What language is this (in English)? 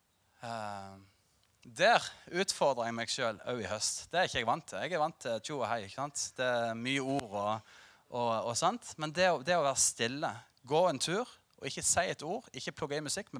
Norwegian